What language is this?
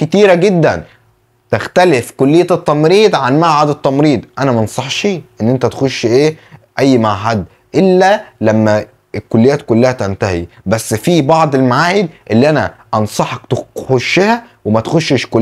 Egyptian Arabic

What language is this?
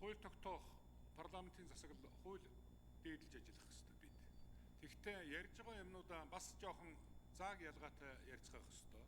Mongolian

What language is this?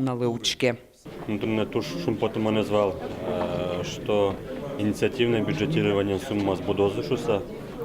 Udmurt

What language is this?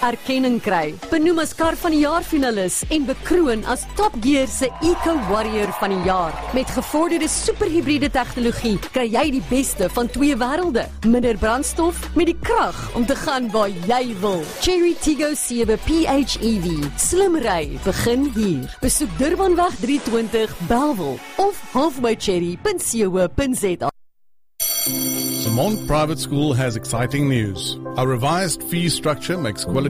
Afrikaans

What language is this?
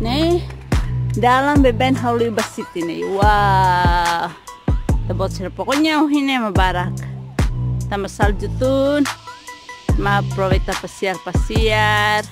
Tetum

